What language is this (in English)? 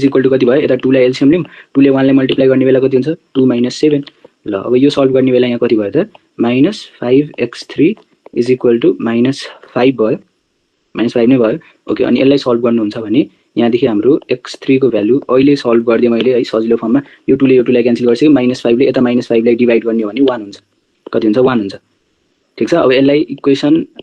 Nepali